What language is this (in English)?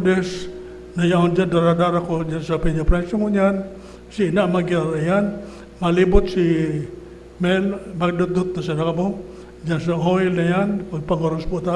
Bikol